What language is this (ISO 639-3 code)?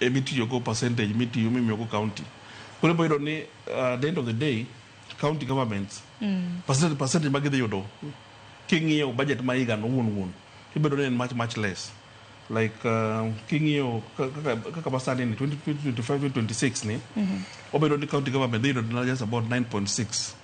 luo